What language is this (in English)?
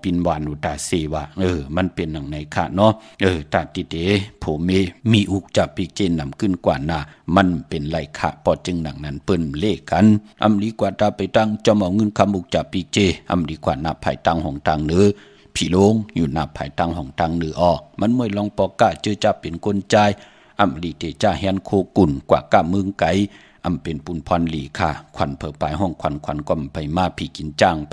Shan